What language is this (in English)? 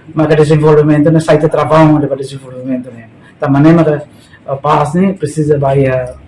Tetum